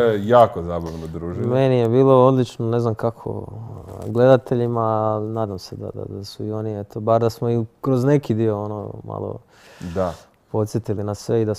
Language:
Croatian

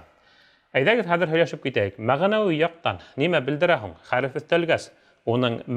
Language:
Bashkir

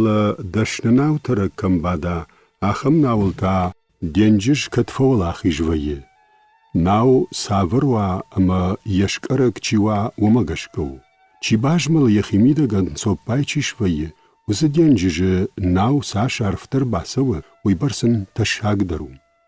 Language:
Ossetic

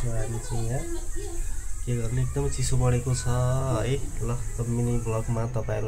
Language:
Nepali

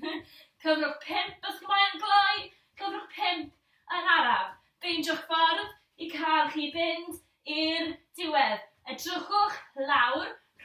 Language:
Welsh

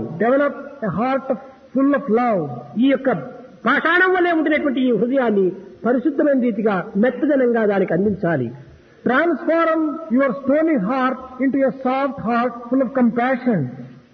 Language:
Telugu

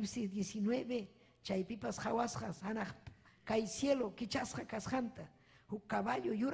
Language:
Ayacucho Quechua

